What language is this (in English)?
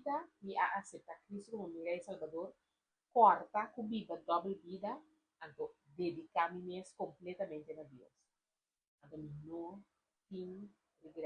Papiamento